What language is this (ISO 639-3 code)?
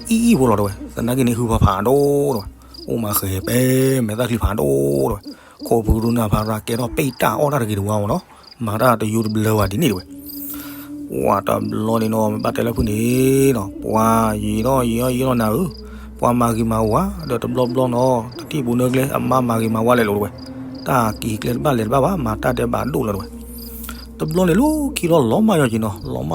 ksw